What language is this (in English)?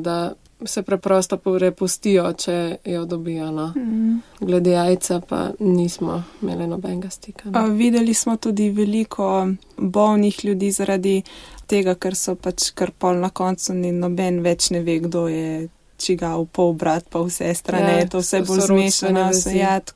Slovenian